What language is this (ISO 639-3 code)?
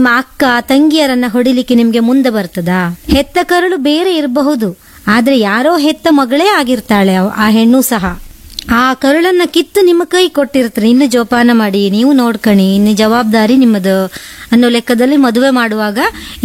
kan